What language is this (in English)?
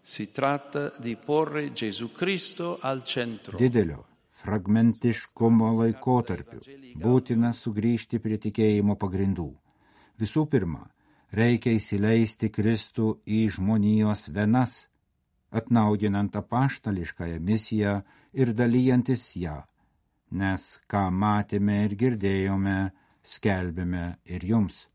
Lithuanian